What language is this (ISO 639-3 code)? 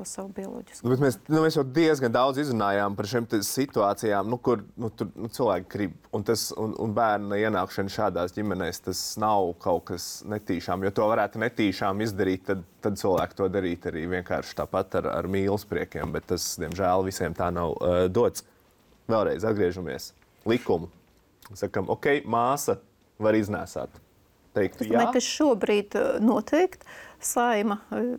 lav